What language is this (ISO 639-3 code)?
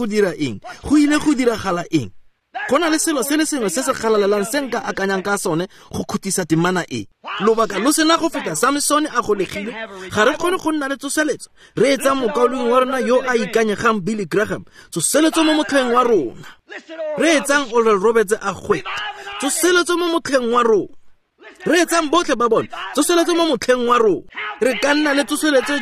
tsn